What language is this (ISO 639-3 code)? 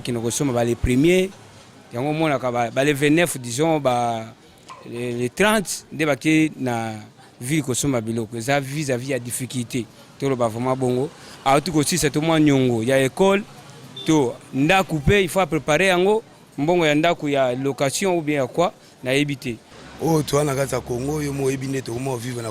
lin